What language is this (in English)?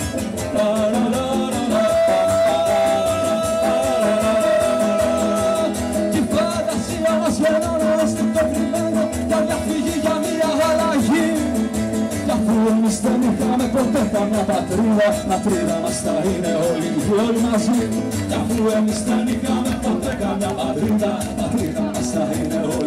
Greek